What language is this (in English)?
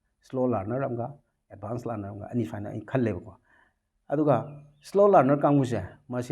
Manipuri